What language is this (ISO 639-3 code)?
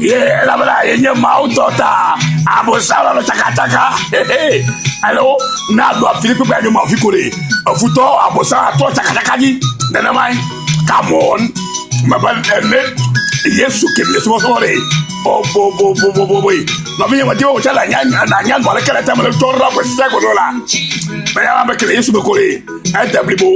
ewe